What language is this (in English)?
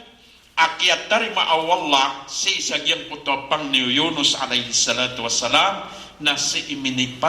Maranao